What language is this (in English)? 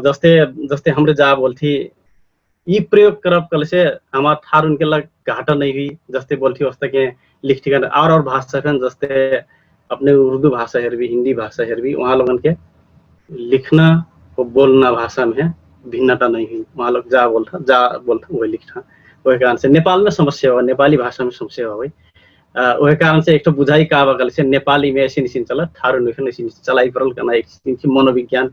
Dangaura Tharu